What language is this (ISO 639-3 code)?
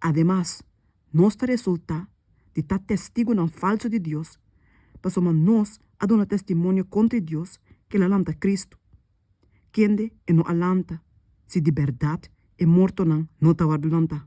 pap